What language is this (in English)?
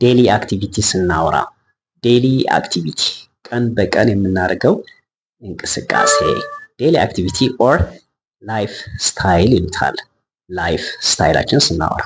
Amharic